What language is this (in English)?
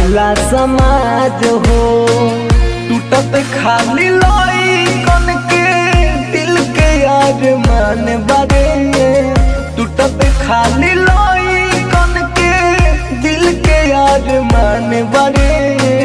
Bhojpuri